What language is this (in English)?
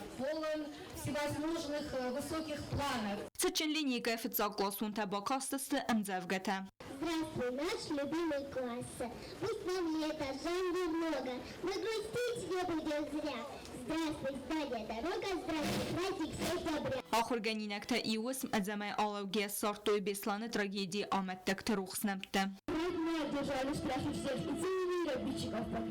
Ossetic